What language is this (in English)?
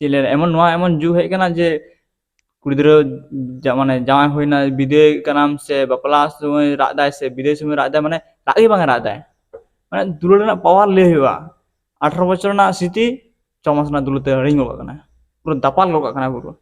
Santali